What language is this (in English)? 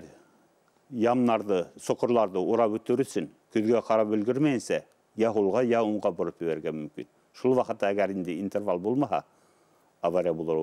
Bashkir